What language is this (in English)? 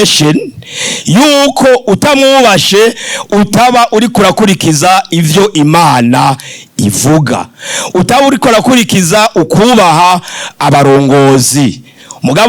Rundi